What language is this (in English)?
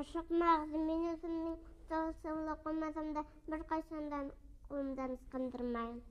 Bashkir